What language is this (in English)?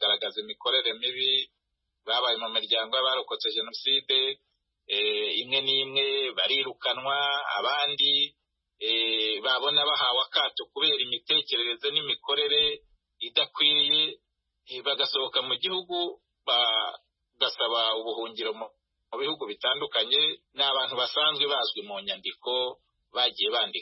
Kinyarwanda